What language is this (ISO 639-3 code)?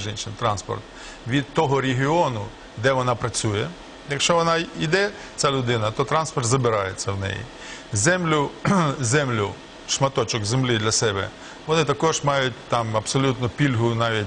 ukr